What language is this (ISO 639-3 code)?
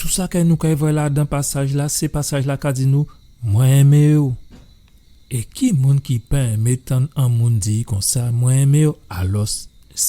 gcf